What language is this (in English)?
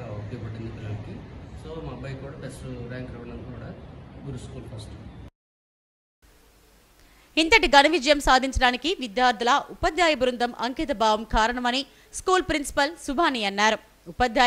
Telugu